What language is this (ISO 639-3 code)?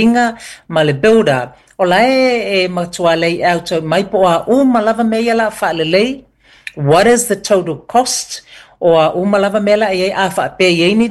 smo